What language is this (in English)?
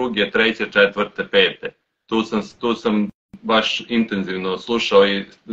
Serbian